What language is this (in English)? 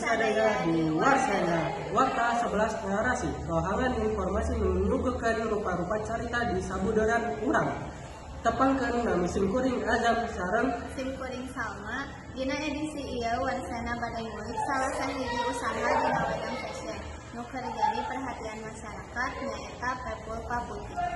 Sundanese